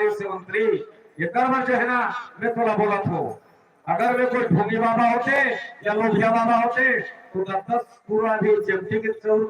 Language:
Chhattisgarhi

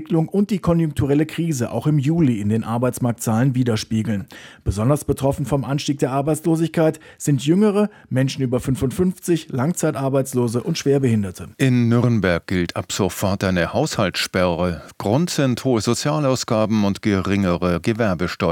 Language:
German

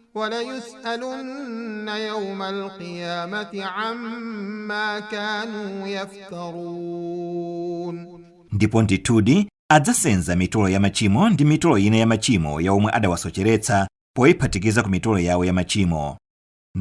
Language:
Nyanja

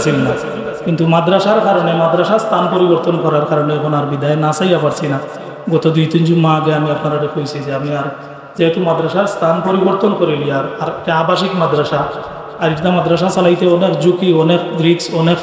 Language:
Sylheti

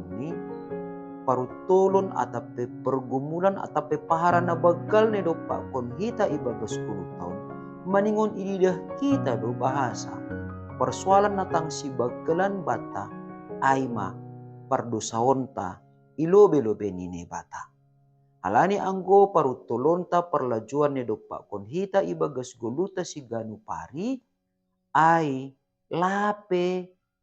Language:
Batak Simalungun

